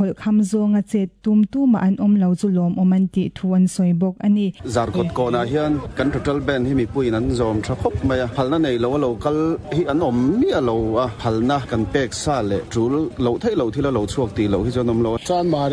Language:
Mizo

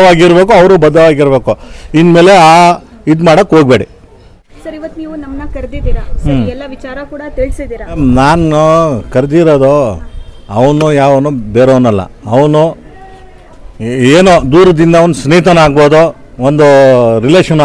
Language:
Kannada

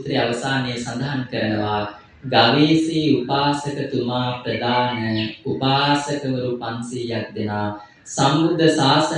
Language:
Sinhala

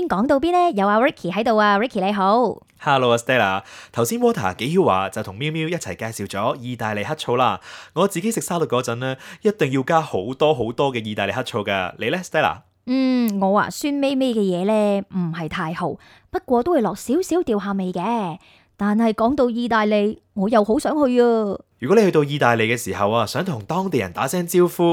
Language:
Cantonese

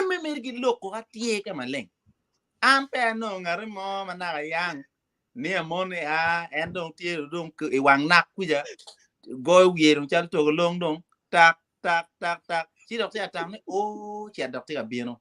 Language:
Acoli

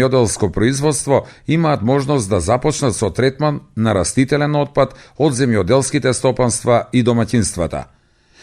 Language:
Macedonian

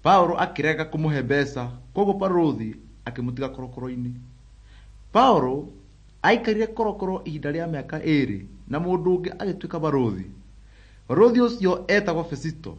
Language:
Kikuyu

